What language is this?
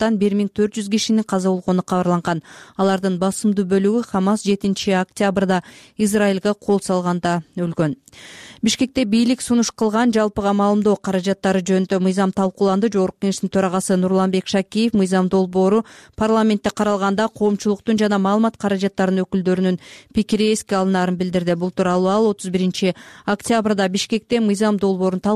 Kyrgyz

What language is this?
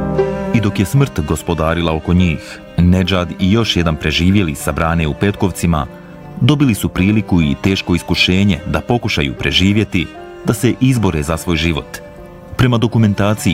Bosnian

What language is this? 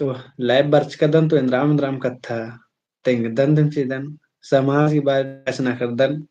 Kurukh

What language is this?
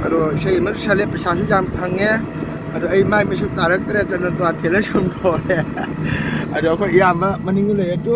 Manipuri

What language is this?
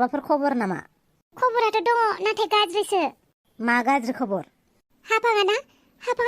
Bodo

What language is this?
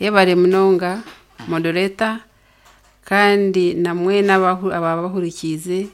Nyankole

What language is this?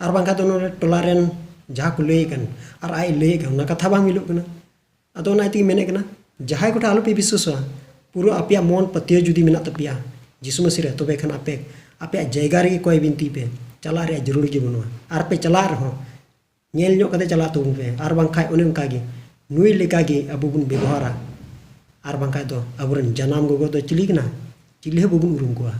Santali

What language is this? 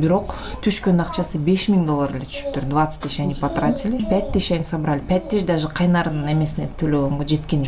Kyrgyz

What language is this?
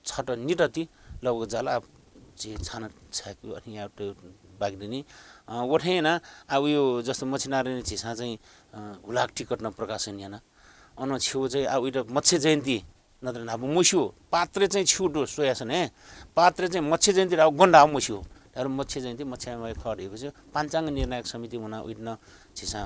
Newari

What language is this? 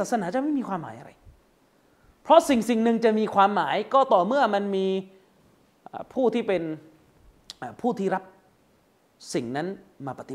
Thai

